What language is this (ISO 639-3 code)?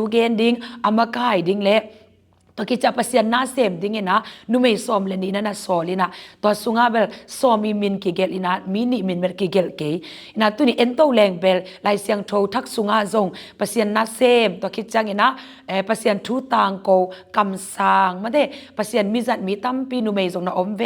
ctd